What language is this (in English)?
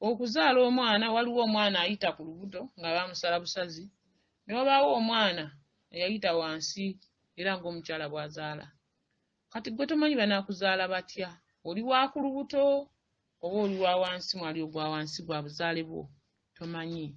Ganda